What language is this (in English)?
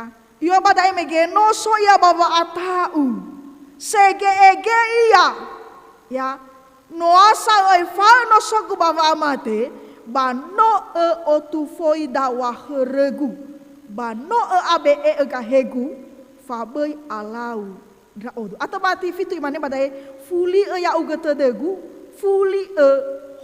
Nias